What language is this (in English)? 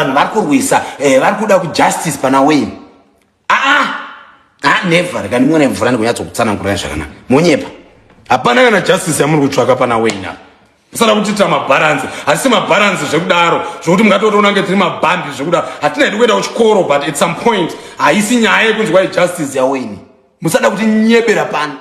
Shona